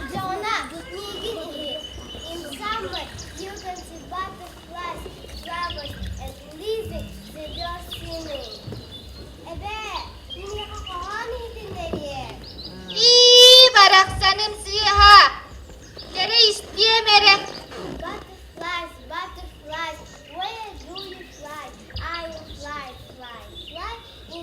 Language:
Yakut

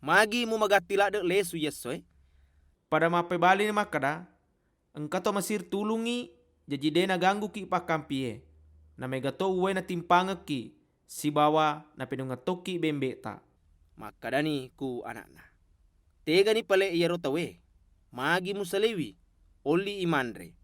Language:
Buginese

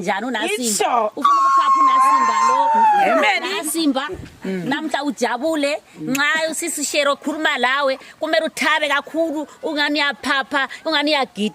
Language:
Shona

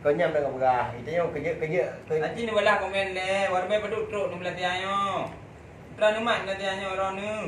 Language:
Achinese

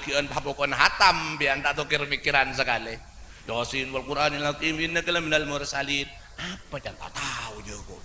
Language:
Madurese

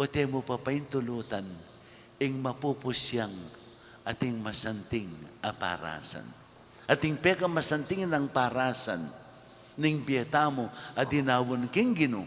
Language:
Pampanga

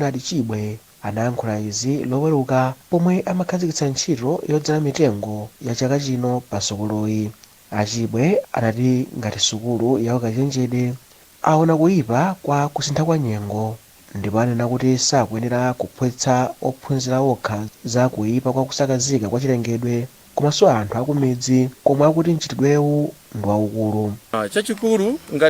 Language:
Nyanja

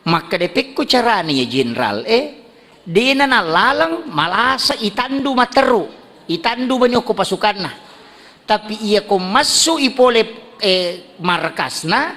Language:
Buginese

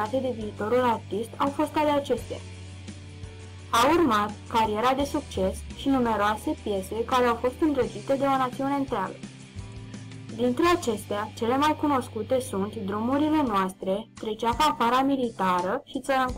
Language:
Romanian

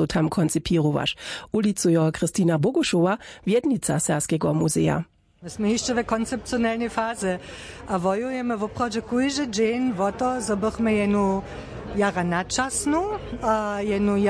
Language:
Upper Sorbian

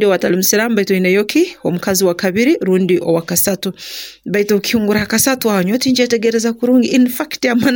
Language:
Nyoro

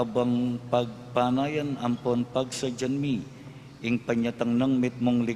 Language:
Pampanga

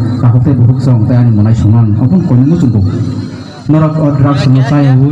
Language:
Kok Borok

